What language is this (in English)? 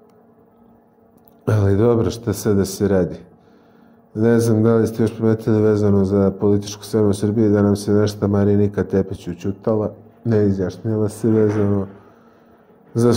Serbian